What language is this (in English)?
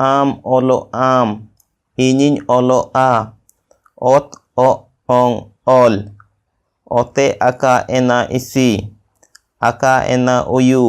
Santali